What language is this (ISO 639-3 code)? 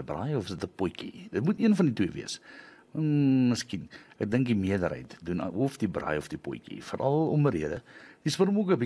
afr